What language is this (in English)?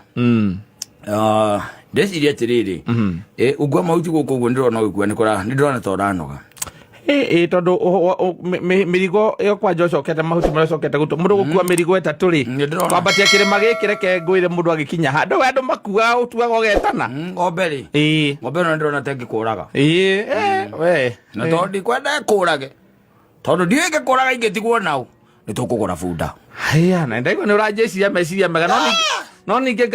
Kikuyu